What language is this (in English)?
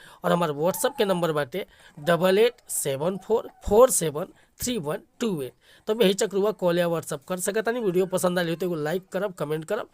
Bhojpuri